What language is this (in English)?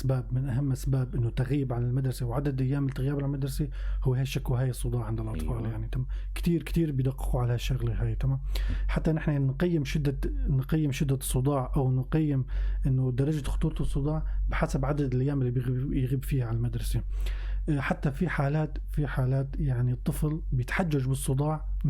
North Levantine Arabic